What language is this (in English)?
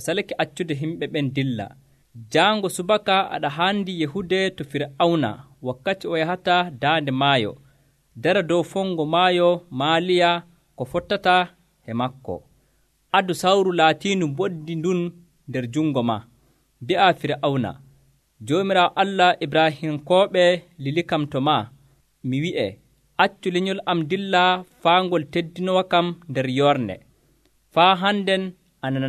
Nigerian Fulfulde